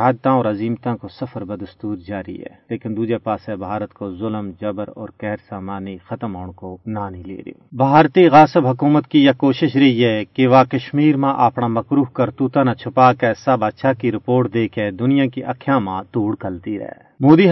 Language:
Gujari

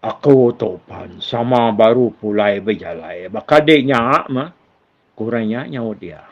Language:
Iban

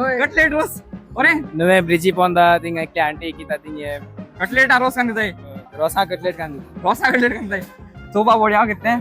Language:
Konkani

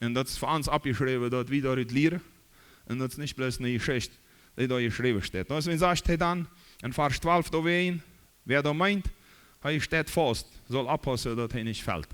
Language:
Plautdietsch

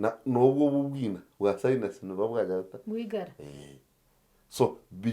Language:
Nyankole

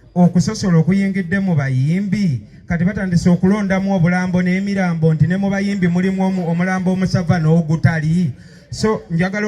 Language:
Ganda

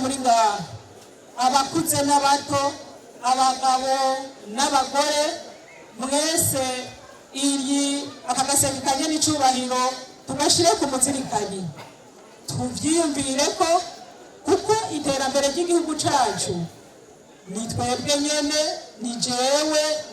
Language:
Rundi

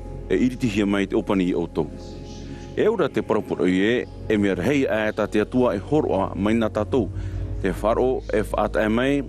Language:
Tahitian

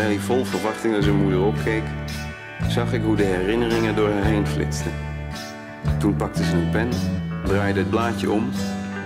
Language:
Dutch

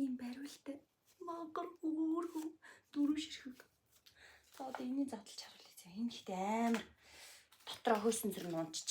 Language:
Mongolian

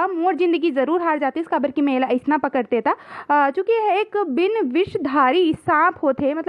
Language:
Chhattisgarhi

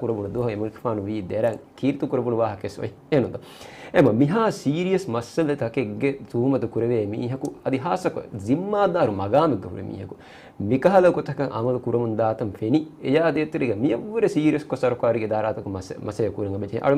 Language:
Divehi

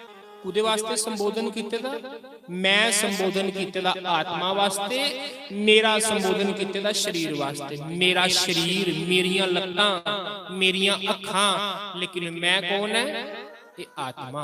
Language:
Dogri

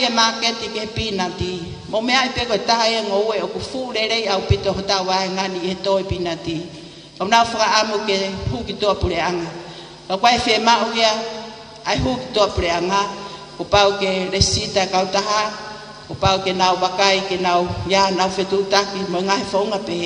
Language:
Tongan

